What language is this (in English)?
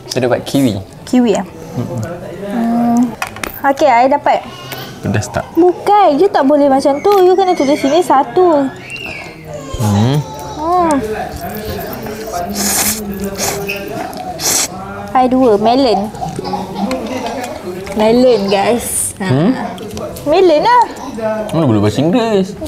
Malay